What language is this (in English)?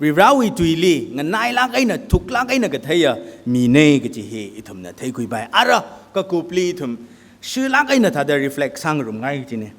Tangkhul Naga (India)